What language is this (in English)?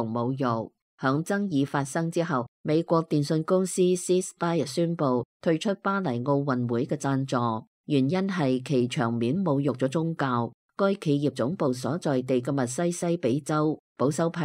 Cantonese